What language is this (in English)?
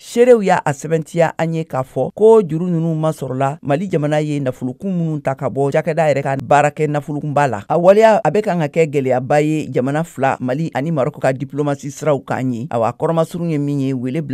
Bambara